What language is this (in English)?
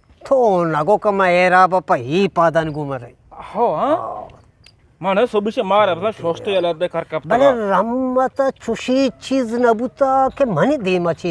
Eastern Balochi